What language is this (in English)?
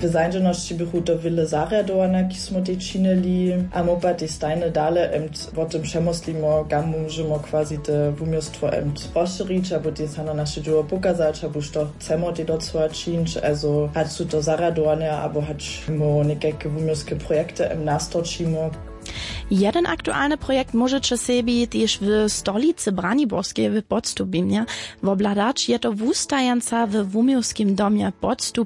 Upper Sorbian